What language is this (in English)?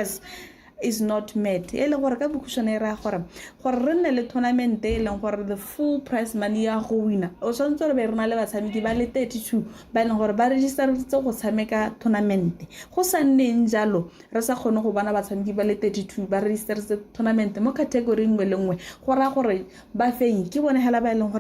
Tswana